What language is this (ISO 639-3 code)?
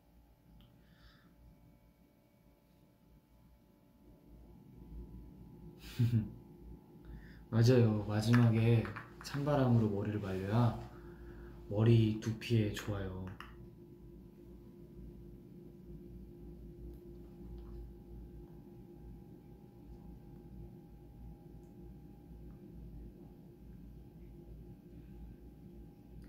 kor